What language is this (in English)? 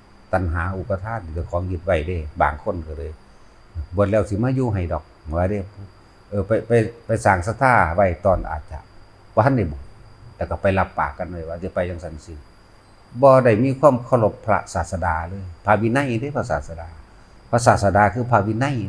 Northeastern Thai